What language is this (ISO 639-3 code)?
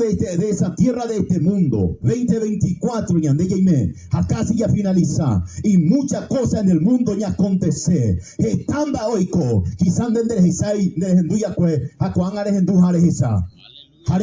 grn